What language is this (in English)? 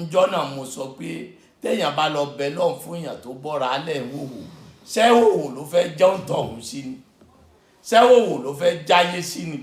Yoruba